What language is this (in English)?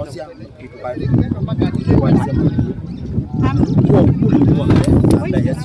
Kamba